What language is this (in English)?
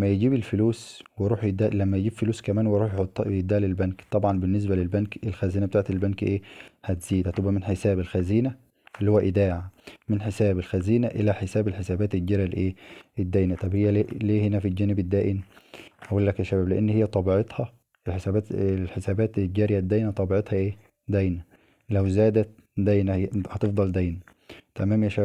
Egyptian Arabic